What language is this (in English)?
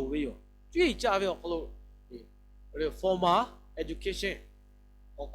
Lahu